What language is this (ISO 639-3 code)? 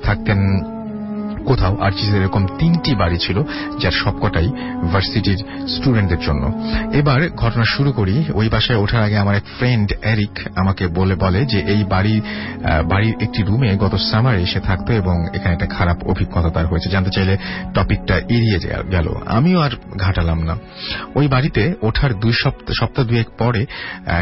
ben